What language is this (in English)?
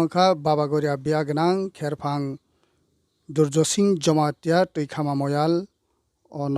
Kok Borok